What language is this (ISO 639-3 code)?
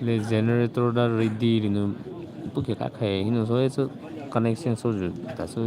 pmx